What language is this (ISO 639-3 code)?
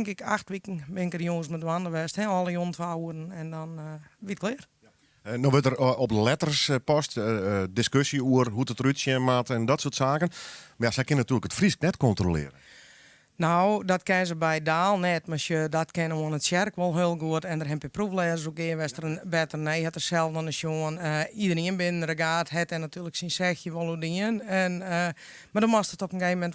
fry